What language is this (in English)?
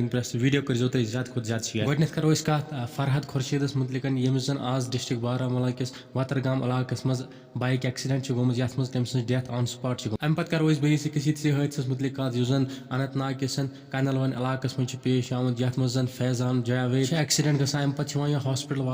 Kashmiri